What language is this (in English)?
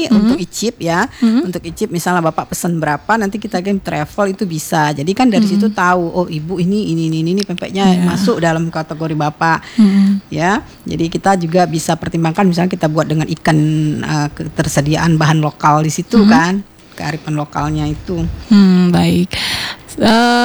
Indonesian